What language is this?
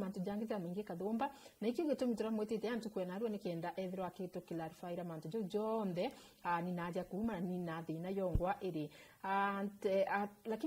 Meru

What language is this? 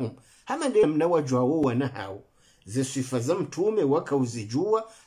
Swahili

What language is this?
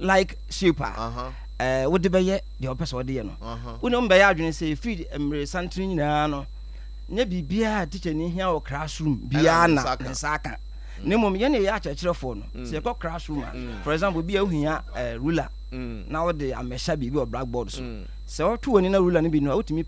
Akan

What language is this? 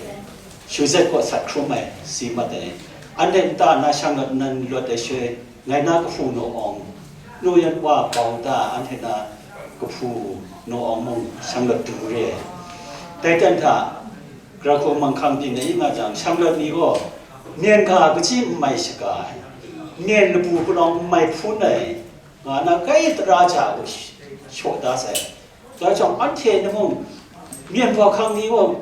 Kachin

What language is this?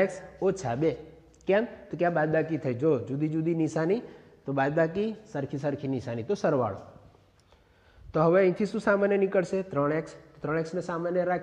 Gujarati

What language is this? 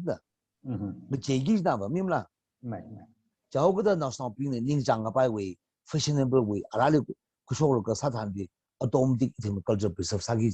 Tangkhul Naga (India)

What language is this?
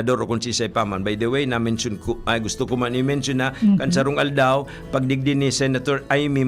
Bikol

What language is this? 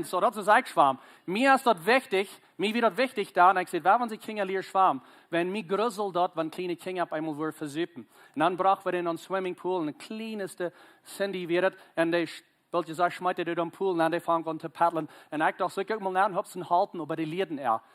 Plautdietsch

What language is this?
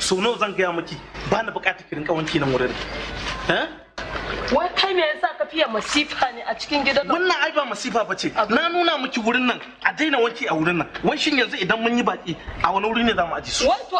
Hausa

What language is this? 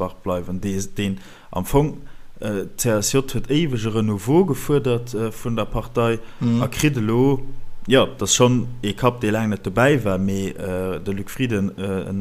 Luxembourgish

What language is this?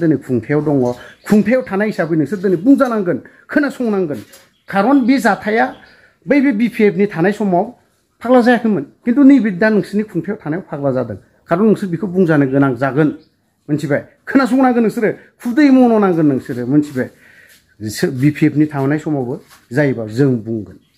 Bodo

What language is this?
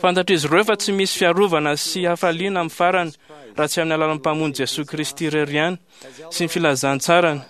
Malagasy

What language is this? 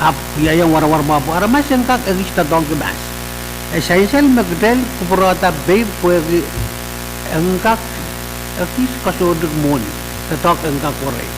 Pohnpeian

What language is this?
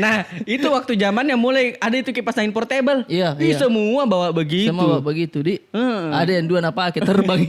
Makassar Malay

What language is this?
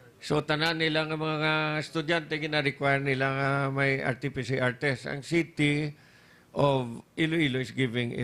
Hiligaynon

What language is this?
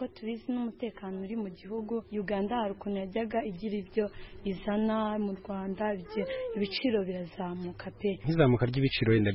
Kinyarwanda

